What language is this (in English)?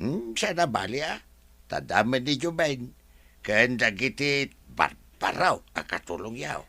Iloko